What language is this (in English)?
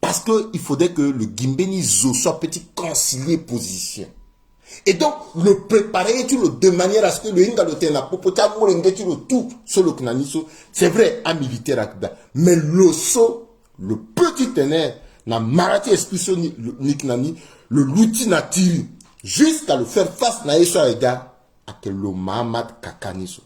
Sango